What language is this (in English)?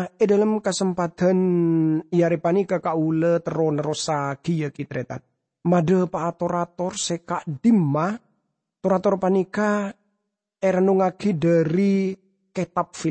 Madurese